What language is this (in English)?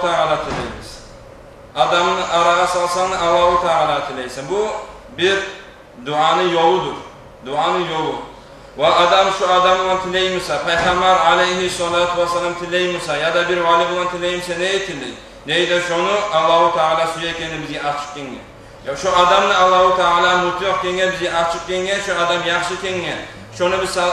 Kumyk